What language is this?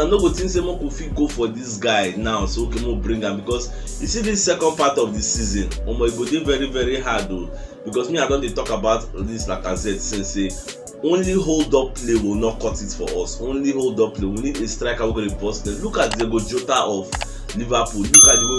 Nigerian Pidgin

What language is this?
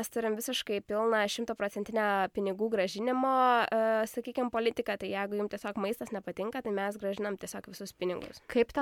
Lithuanian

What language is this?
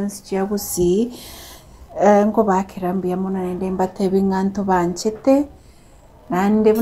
Gusii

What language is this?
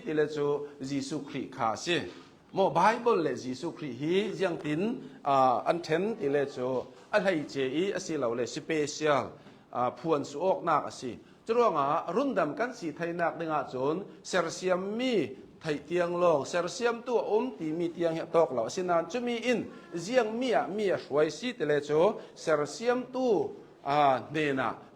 Hakha Chin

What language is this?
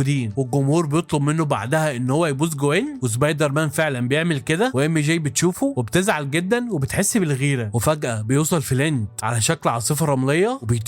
Egyptian Arabic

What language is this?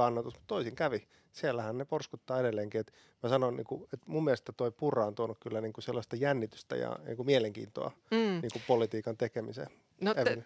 Finnish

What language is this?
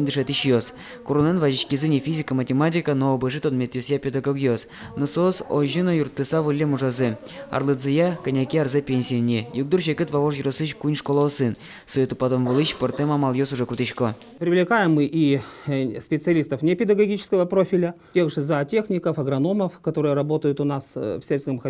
Udmurt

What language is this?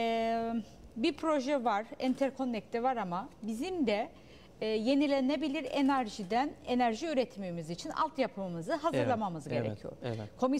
Turkish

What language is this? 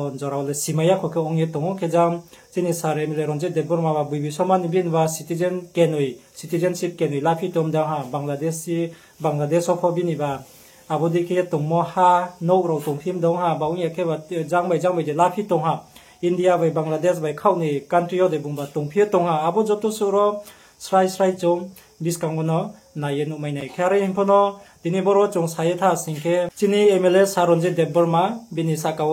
Riang (India)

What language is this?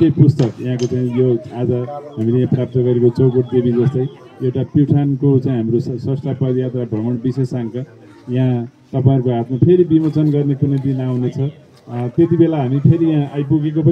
Nepali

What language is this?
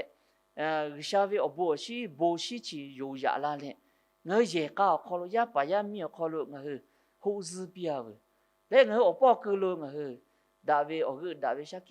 Lahu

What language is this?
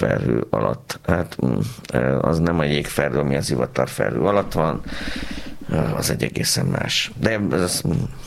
Hungarian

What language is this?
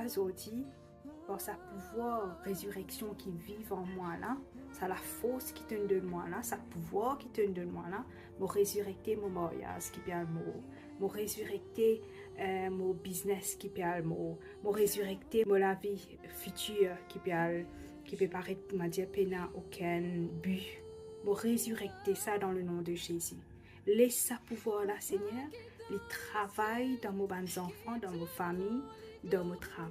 Morisyen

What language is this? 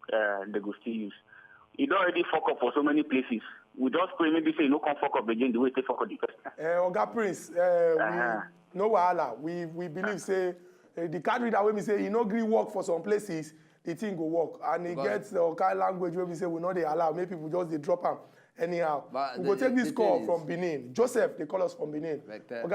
Nigerian Pidgin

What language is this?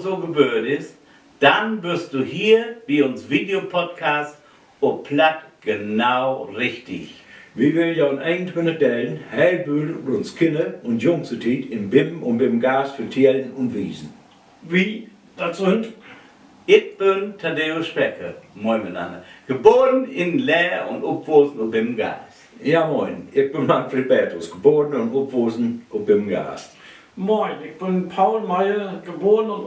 Low German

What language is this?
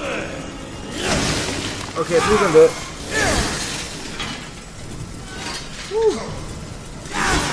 English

